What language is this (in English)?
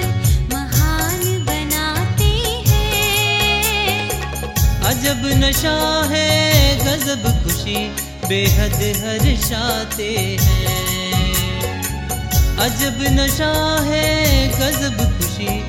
Hindi